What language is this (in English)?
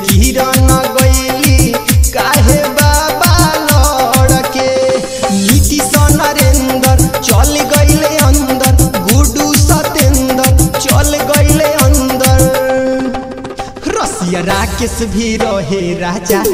Bhojpuri